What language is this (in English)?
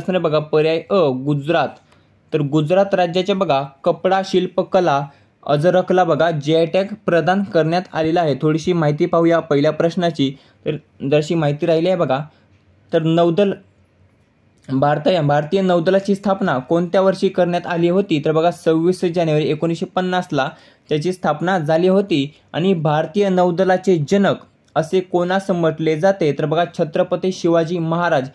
Marathi